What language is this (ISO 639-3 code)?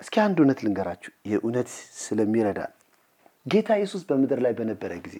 amh